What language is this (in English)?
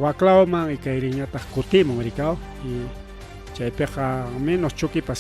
Ayacucho Quechua